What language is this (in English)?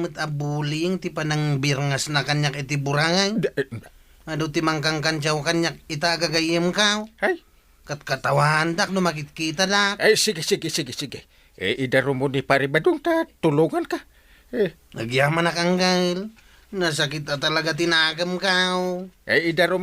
Iloko